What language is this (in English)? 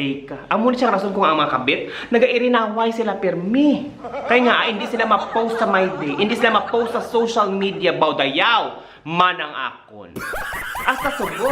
Hiligaynon